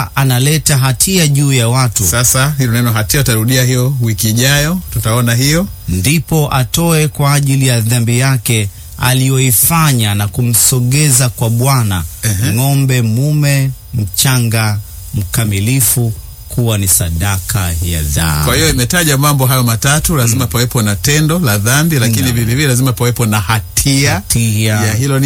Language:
Swahili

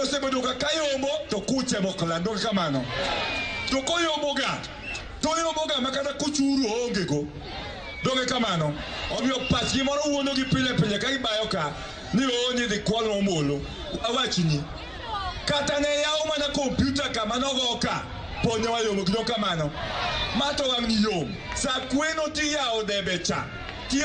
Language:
Luo (Kenya and Tanzania)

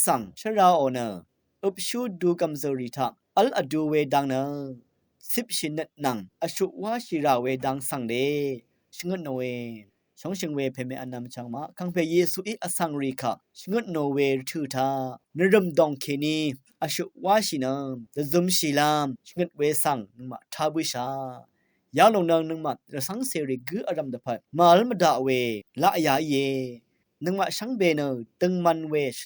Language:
Rawang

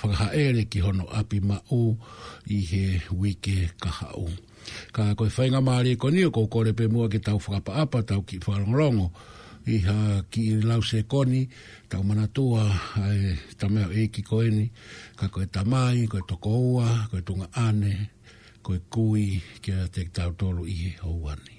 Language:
Tongan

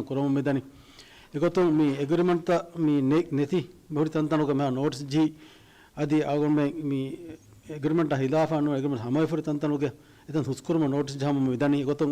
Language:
Divehi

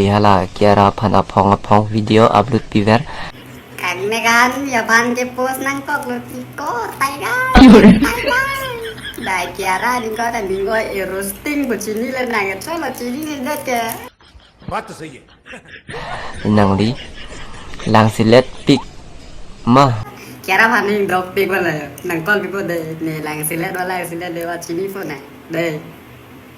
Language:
Karbi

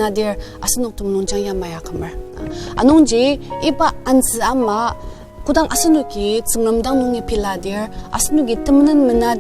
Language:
Ao Naga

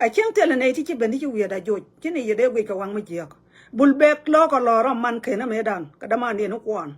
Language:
Nuer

